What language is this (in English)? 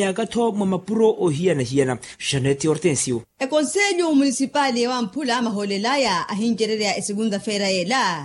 Makhuwa